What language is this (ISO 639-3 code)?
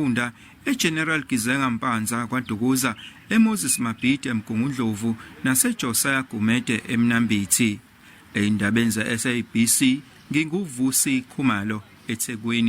zul